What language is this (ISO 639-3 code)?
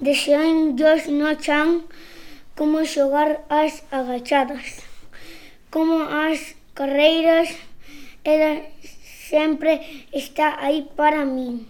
glg